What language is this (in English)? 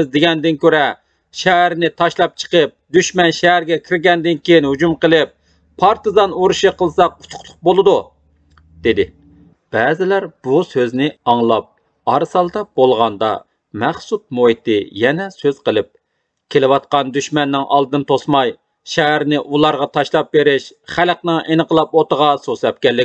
Uyghur